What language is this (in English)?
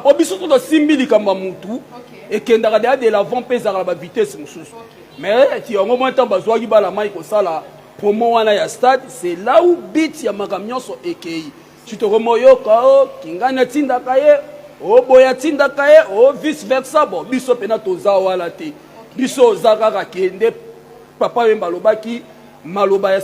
Lingala